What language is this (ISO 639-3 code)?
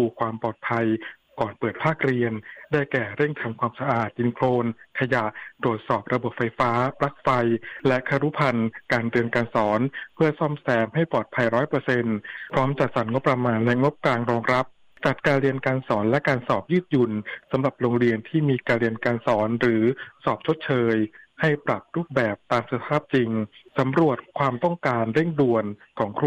tha